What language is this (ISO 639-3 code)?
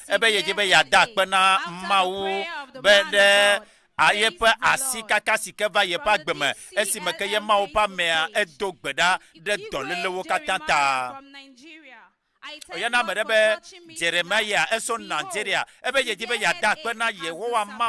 ewe